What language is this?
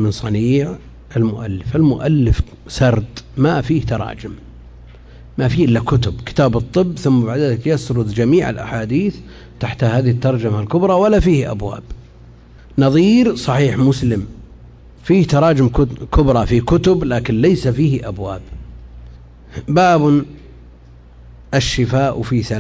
Arabic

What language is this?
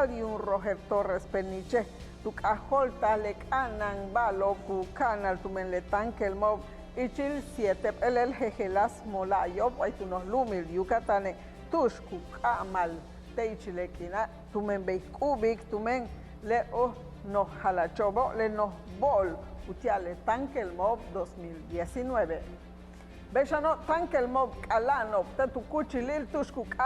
Yucateco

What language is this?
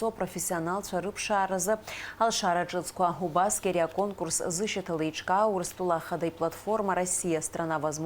Abkhazian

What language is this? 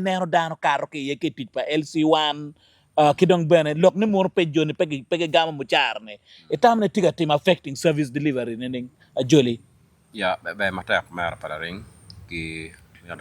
Acoli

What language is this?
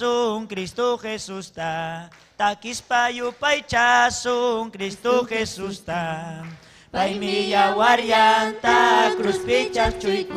Ayacucho Quechua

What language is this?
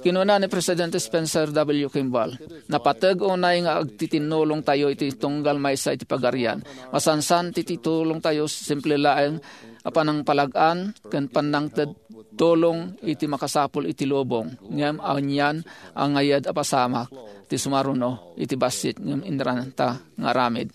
Iloko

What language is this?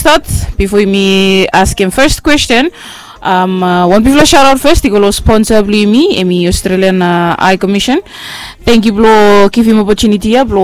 Bislama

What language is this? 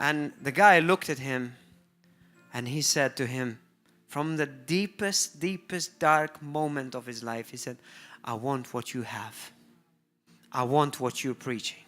English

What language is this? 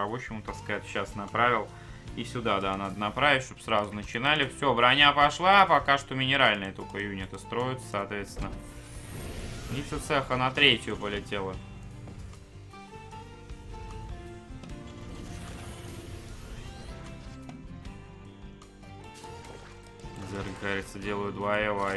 Russian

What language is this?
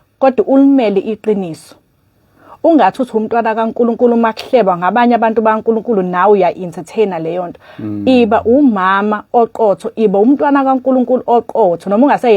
Zulu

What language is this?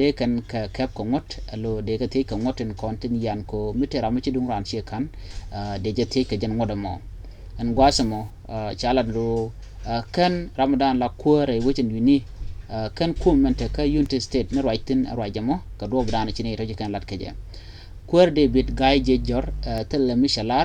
Nuer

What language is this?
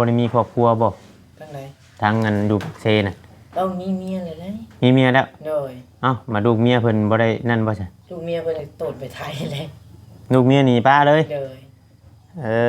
Northeastern Thai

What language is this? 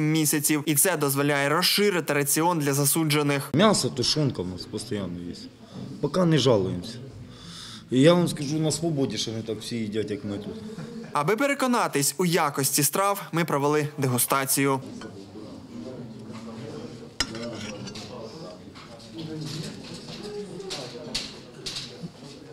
Ukrainian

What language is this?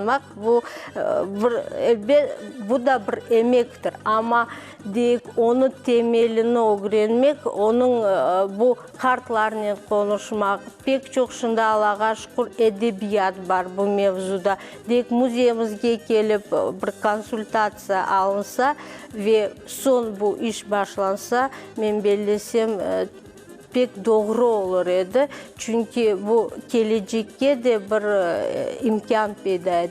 Crimean Tatar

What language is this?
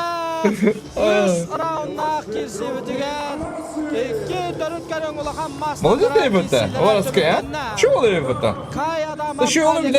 Yakut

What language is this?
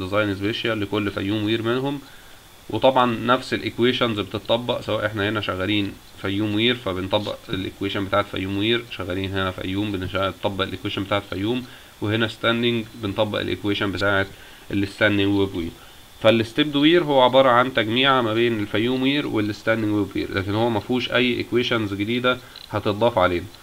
Egyptian Arabic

